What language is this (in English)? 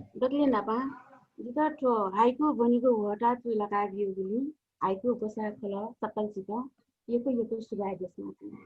Newari